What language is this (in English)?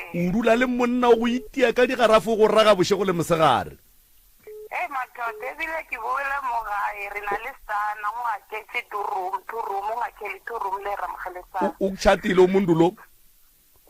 Northern Sotho